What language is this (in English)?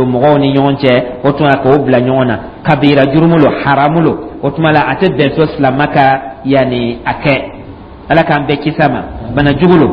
Dyula